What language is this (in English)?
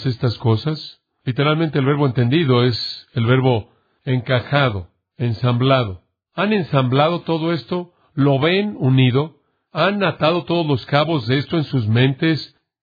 Spanish